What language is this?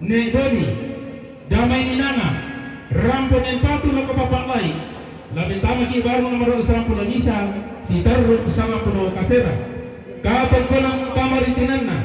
Toraja-Sa'dan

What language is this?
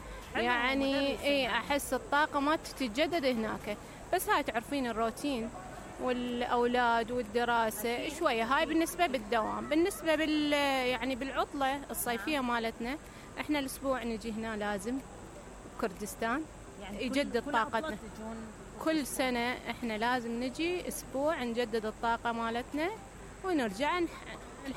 Mesopotamian Arabic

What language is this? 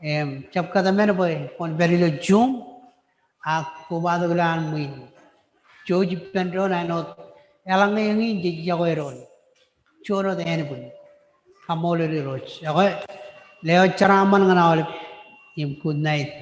Marshallese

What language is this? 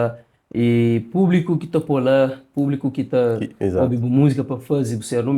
Kabuverdianu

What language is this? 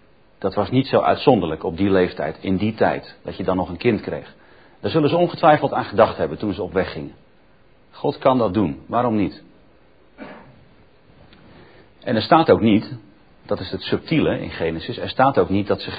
Dutch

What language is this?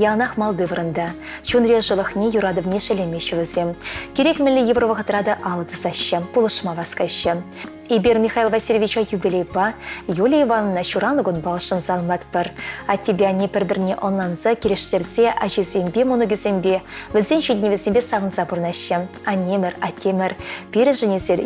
Chuvash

